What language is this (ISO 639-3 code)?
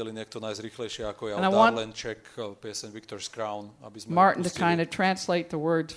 slk